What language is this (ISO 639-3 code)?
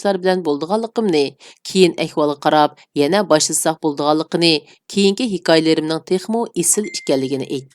uig